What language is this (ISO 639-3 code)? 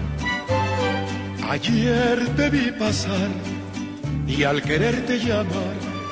spa